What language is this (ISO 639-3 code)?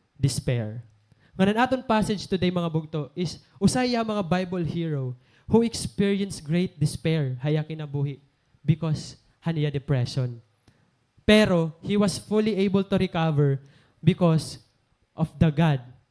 war